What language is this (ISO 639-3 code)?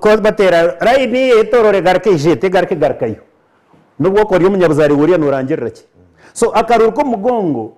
nyn